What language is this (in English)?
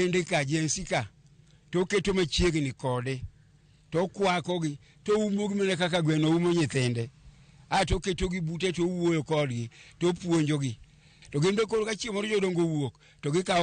Luo (Kenya and Tanzania)